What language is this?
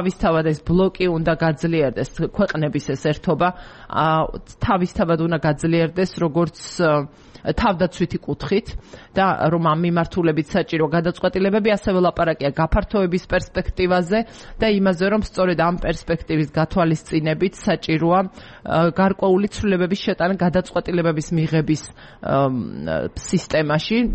Georgian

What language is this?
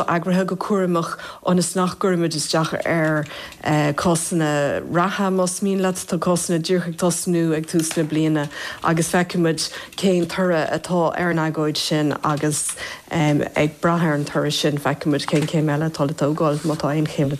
Irish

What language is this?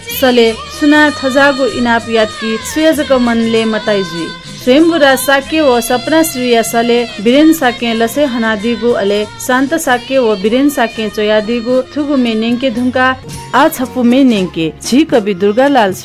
Newari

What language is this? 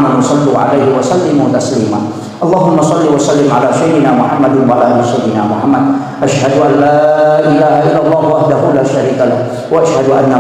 Buginese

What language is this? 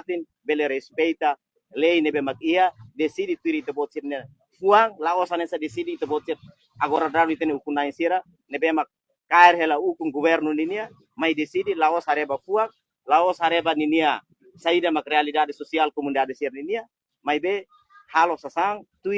Tetum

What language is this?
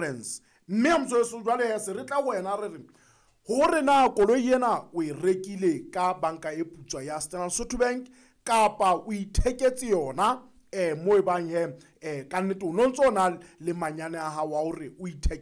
Southern Sotho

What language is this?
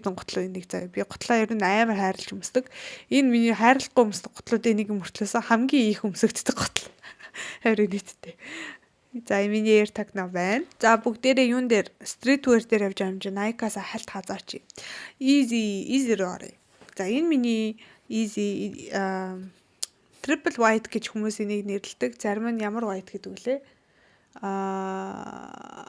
Mongolian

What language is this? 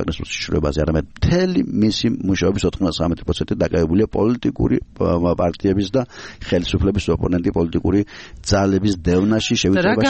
Georgian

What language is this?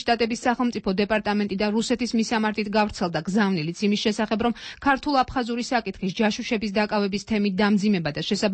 Georgian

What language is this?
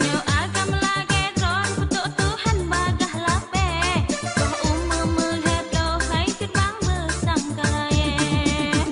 Achinese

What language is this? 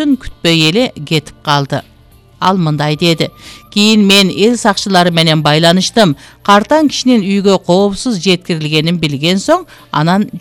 Kyrgyz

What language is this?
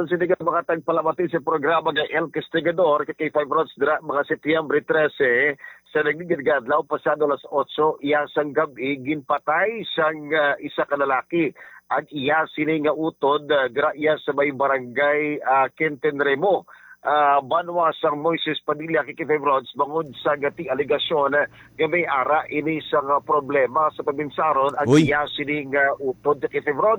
Hiligaynon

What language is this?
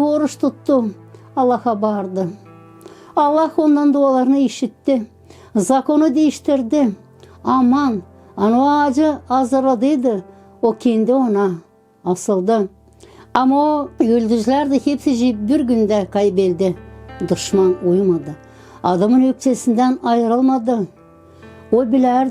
Gagauz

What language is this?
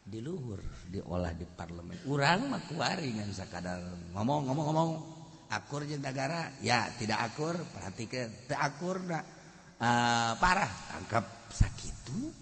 Sundanese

